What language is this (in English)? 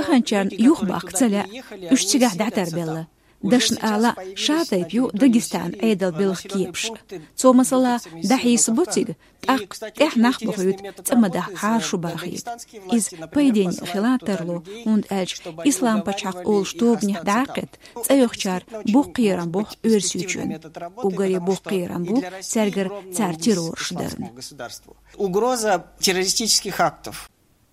Chechen